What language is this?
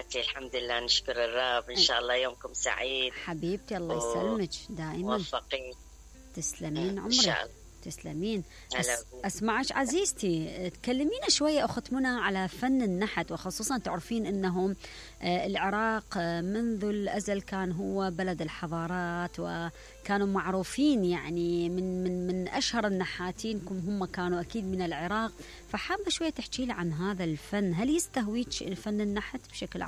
Mesopotamian Arabic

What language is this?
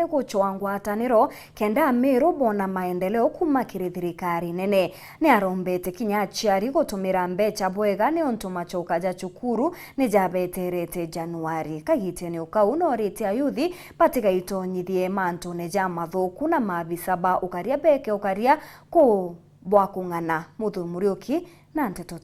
Meru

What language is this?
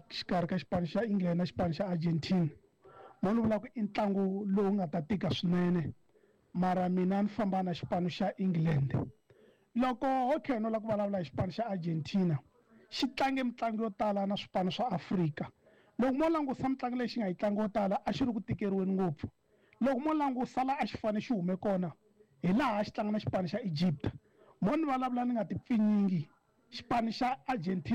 Tsonga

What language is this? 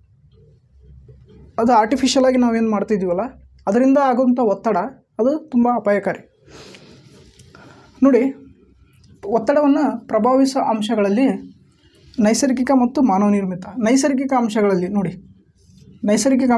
Kannada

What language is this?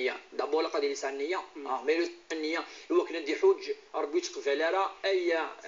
Kabyle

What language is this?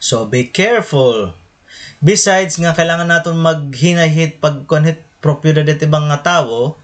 Waray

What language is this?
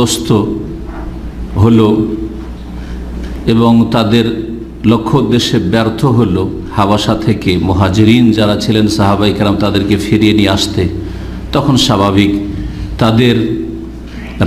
Bangla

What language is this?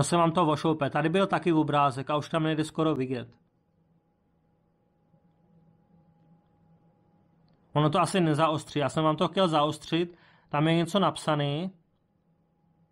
Czech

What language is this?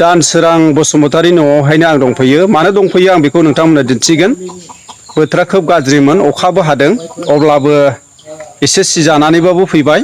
Bodo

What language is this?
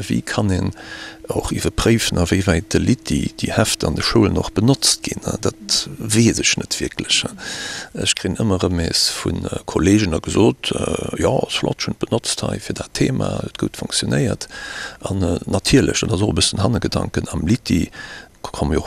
Luxembourgish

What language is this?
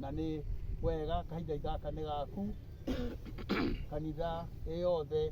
Kikuyu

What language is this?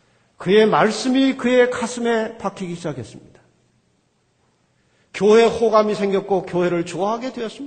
Korean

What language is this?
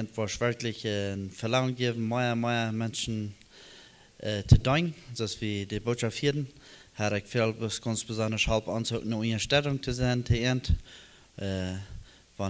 Plautdietsch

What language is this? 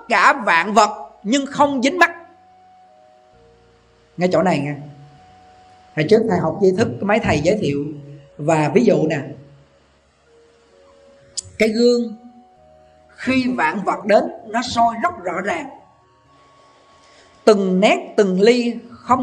Vietnamese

